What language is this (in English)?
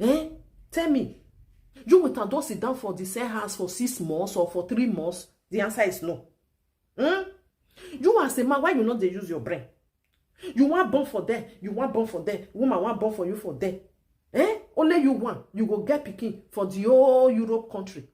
Nigerian Pidgin